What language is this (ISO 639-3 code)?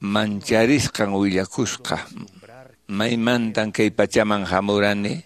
que